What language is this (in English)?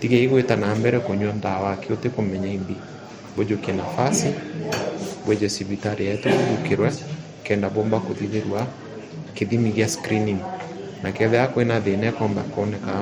Meru